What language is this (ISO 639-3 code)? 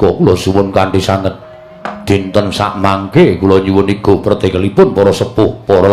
jav